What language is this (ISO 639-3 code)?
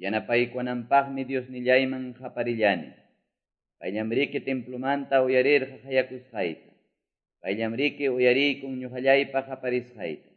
que